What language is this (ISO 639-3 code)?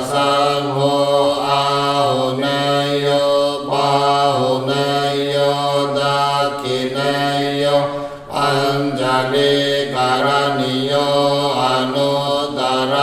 pli